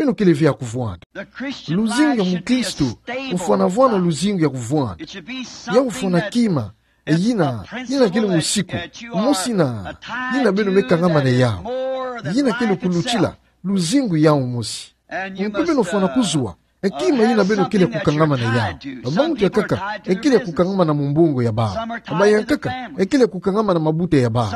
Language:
Kituba (Democratic Republic of Congo)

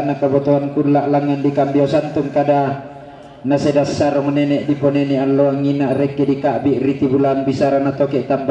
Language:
Toraja-Sa'dan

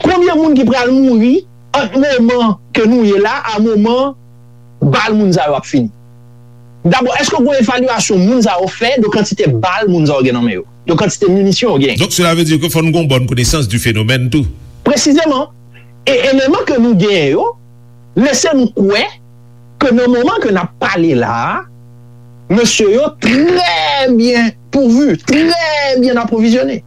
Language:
Haitian Creole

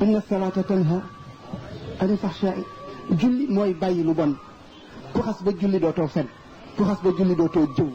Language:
Wolof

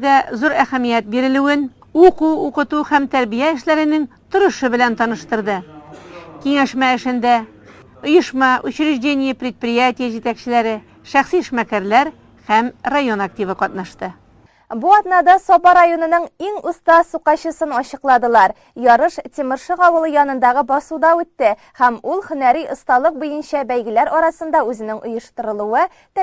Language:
Tatar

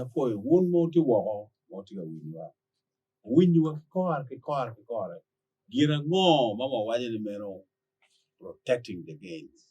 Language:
Acoli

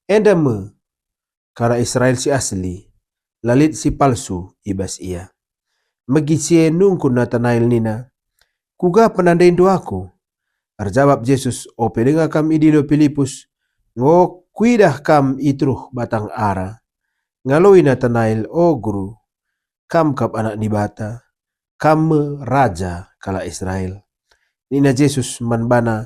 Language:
Batak Karo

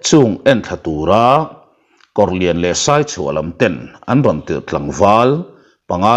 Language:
Mizo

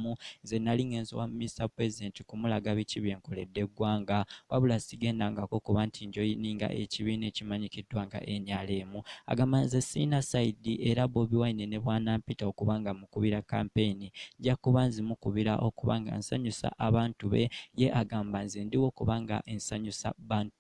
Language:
Ganda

